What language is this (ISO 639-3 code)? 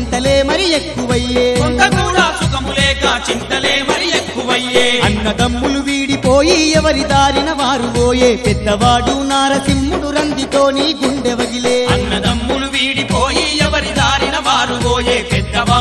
tel